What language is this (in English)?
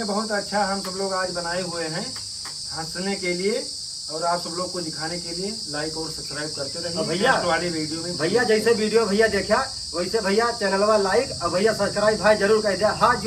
Awadhi